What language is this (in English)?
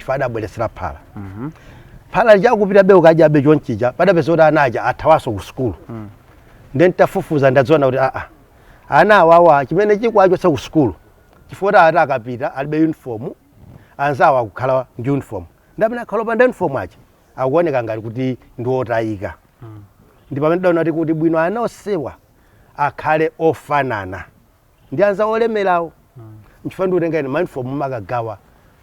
Nyanja